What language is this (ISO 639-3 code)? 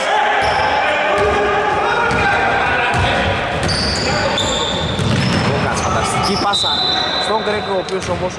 ell